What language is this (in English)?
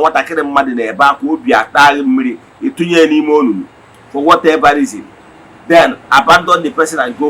Igbo